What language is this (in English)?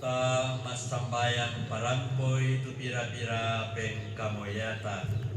Toraja-Sa'dan